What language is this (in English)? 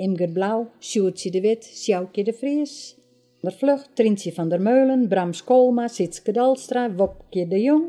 Western Frisian